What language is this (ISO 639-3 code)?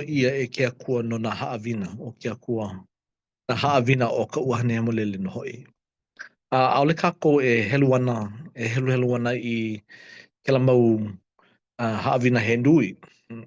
haw